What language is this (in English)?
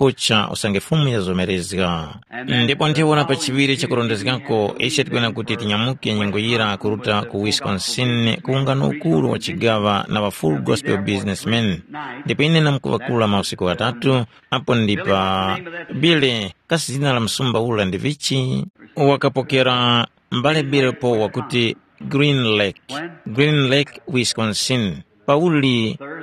Tumbuka